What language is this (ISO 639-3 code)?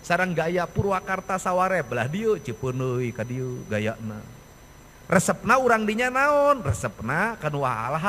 sun